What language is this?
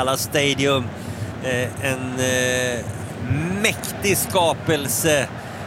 Swedish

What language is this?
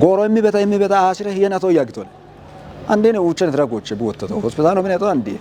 Kafa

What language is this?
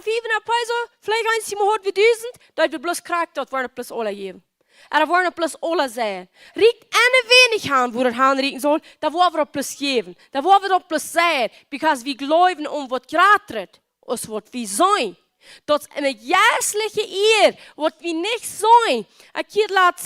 Plautdietsch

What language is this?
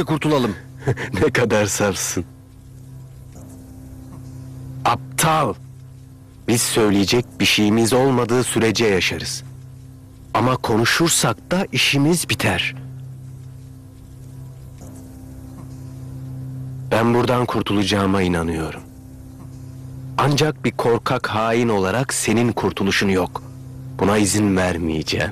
Turkish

